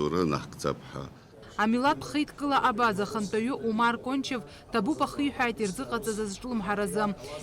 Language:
Abkhazian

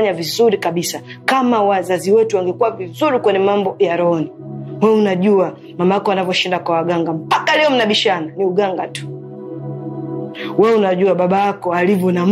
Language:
Swahili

